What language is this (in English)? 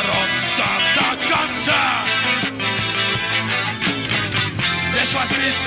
Russian